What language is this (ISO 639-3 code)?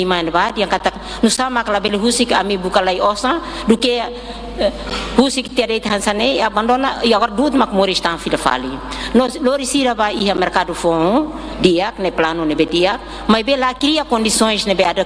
tet